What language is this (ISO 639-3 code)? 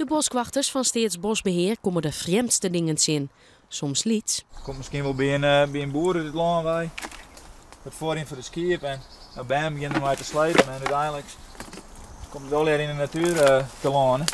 fry